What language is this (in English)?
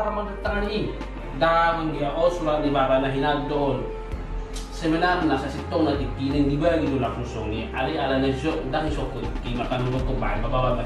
Batak Toba